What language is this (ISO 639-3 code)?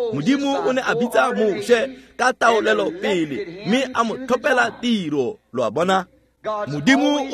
tsn